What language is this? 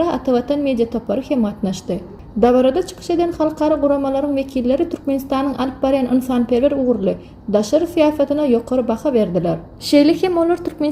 Turkmen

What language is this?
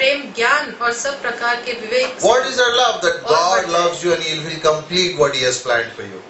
Hindi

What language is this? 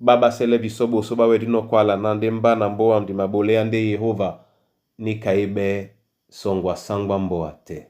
Duala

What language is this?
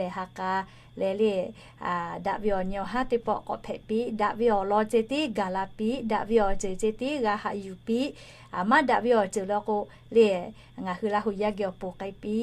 Lahu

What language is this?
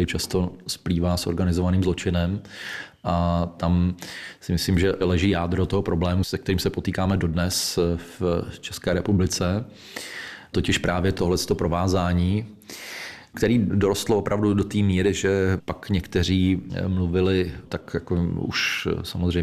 Czech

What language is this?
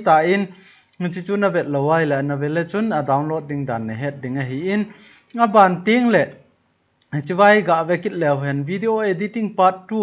Thado Chin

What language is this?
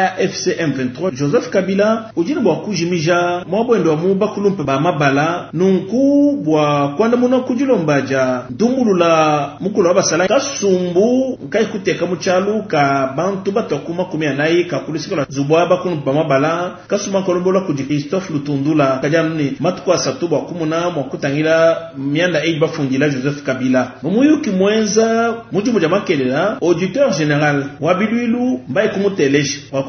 Luba-Lulua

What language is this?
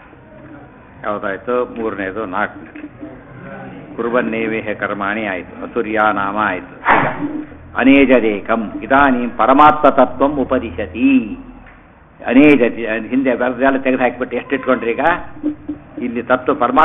Kannada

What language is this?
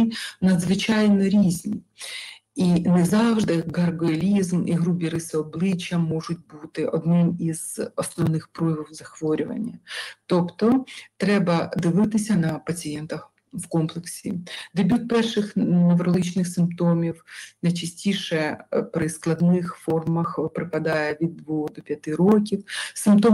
Ukrainian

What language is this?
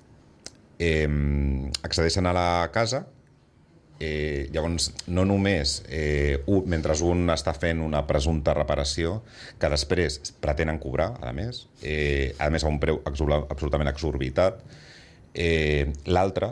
Catalan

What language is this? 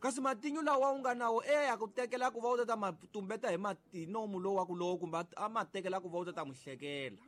Tsonga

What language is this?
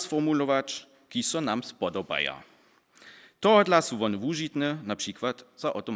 Upper Sorbian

